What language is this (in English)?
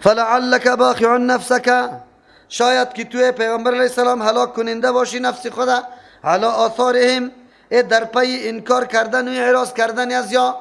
Persian